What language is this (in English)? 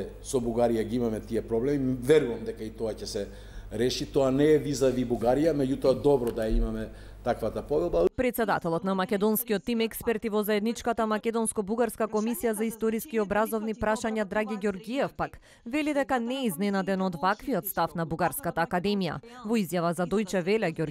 Macedonian